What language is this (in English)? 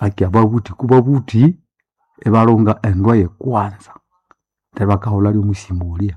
Nande